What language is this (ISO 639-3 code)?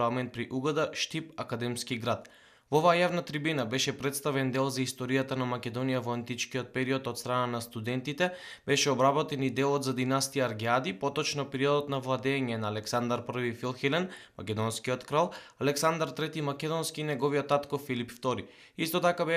mkd